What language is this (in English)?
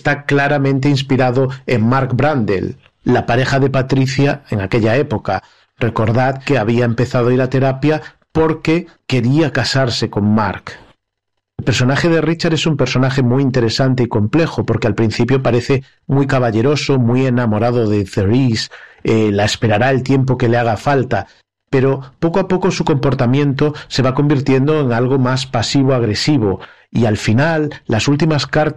Spanish